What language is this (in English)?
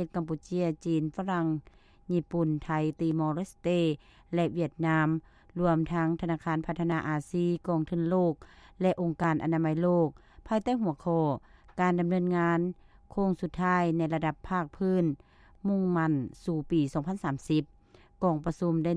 Lao